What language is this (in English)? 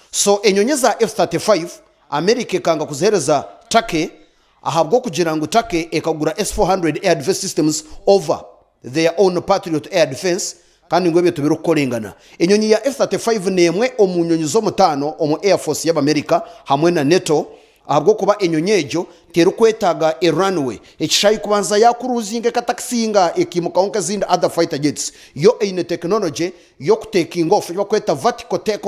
Nyankole